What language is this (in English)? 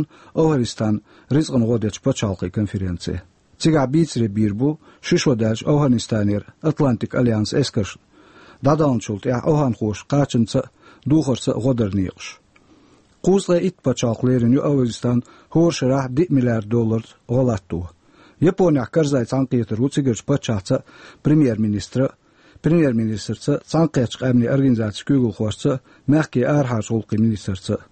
Chechen